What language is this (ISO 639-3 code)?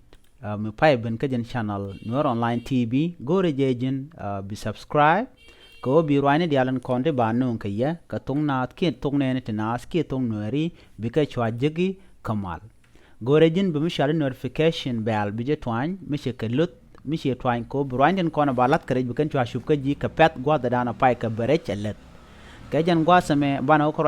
nus